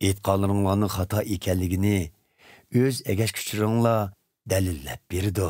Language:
Uyghur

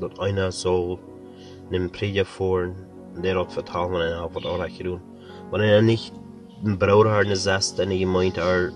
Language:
Plautdietsch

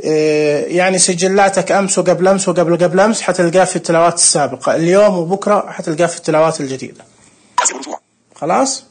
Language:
Najdi Arabic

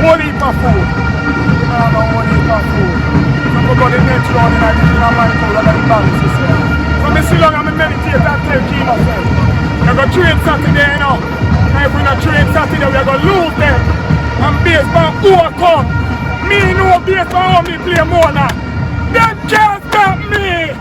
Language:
Jamaican Creole English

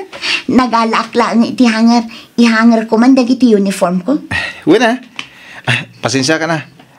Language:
Iloko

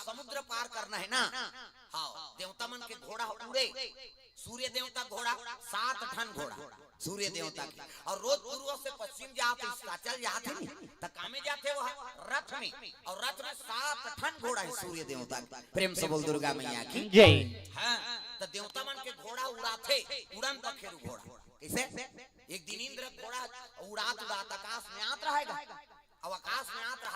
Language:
Chhattisgarhi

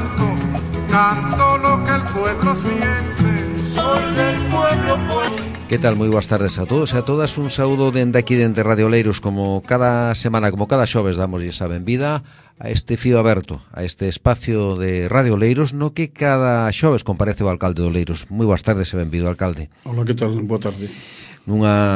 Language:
Galician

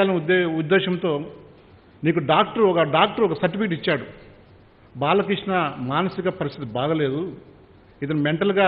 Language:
Telugu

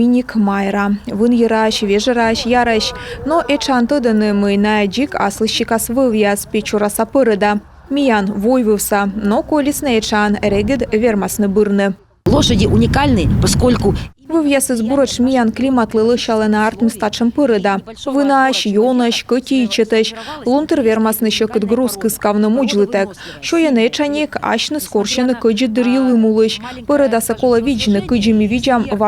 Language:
Komi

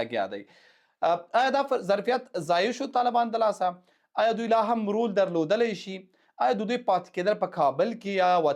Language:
Pashto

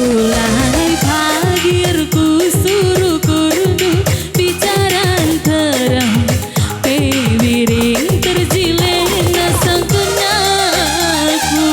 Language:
Batak Karo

